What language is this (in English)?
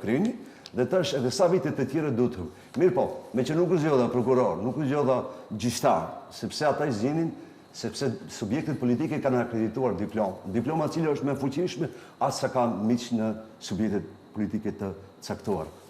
Albanian